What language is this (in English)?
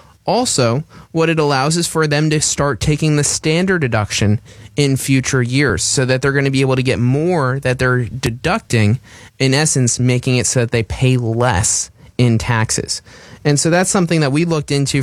English